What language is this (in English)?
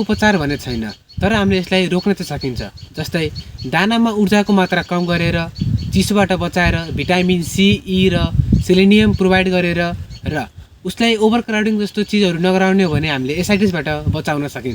Nepali